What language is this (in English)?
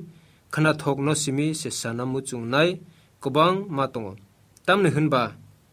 Kok Borok